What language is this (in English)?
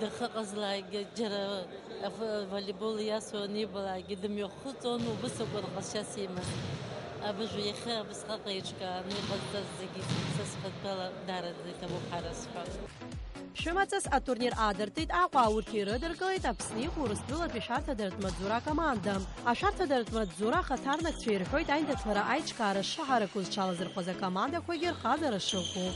Abkhazian